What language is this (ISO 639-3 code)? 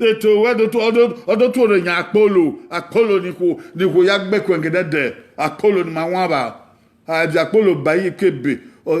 bin